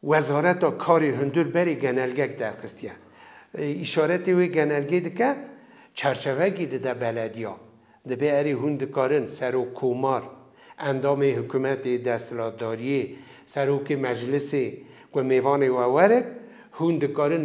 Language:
Kurdish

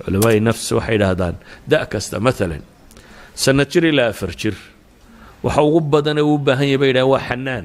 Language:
Somali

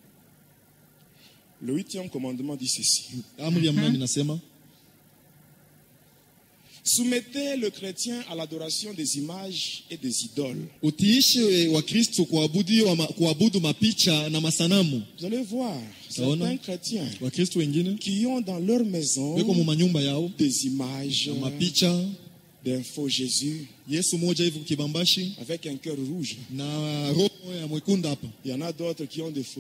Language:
Swahili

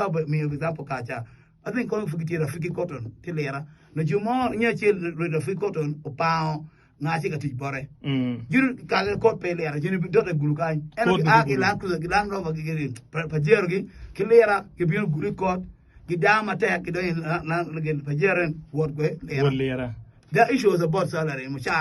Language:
Acoli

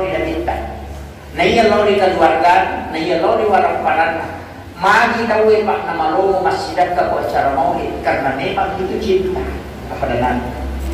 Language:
Buginese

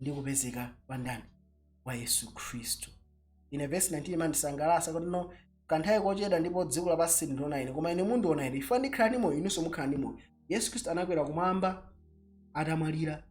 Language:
Nyanja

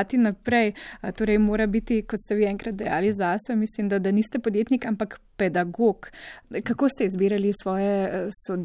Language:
Slovenian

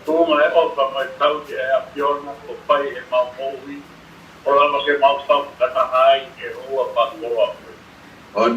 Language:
Tongan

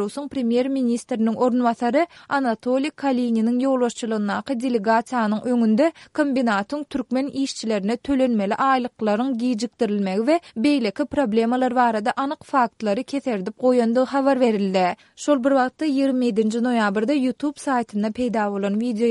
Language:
Turkmen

